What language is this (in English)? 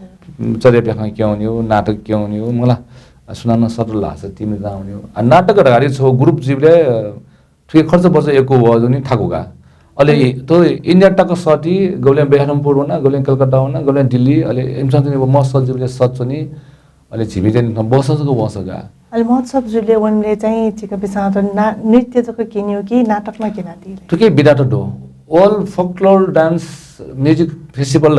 Newari